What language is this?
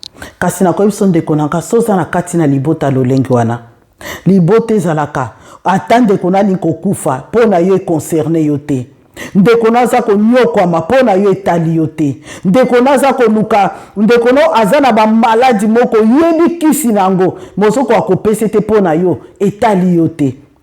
Lingala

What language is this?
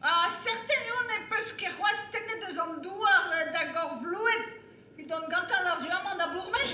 Breton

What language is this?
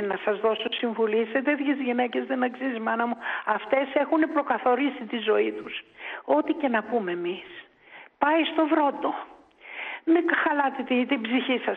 Greek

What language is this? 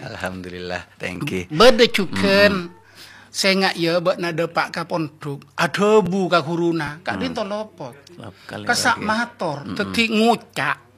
Madurese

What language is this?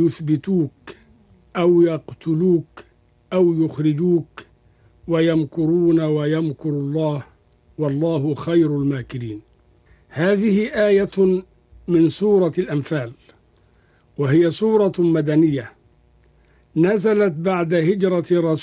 Arabic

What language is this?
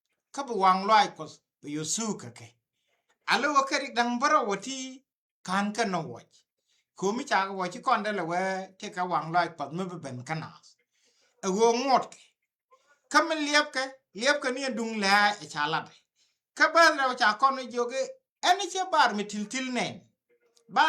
Nuer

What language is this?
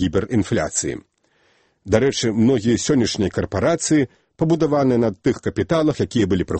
Belarusian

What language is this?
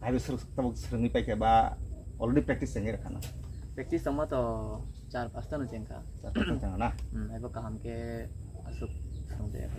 Kok Borok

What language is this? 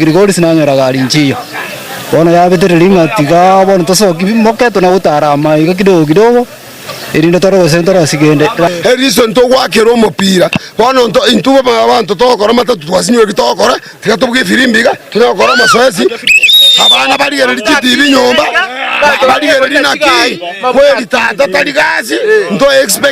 Gusii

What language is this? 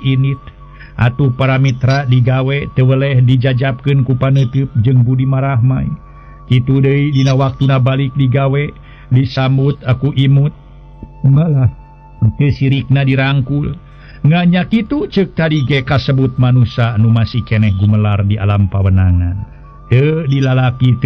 Sundanese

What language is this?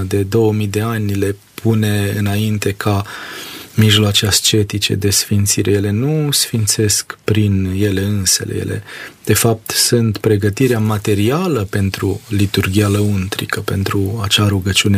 Romanian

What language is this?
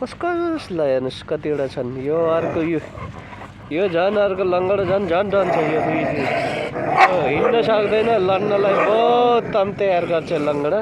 Nepali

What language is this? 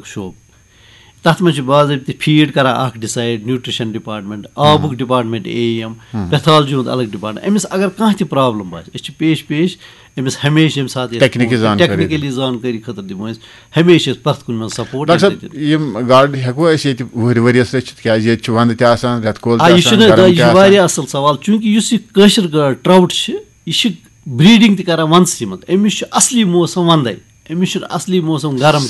Kashmiri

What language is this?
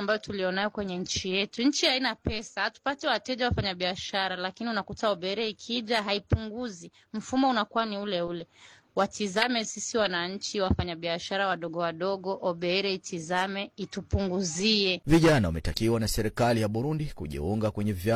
Swahili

